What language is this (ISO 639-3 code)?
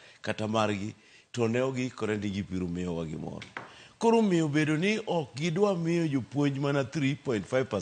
luo